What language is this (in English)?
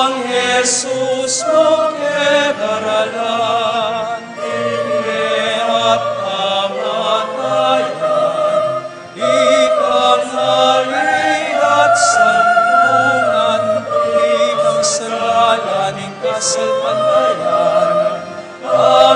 Pampanga